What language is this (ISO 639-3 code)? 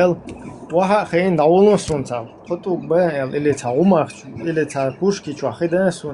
che